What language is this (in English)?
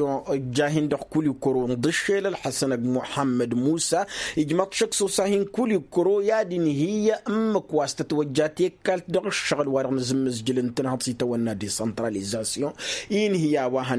Tamasheq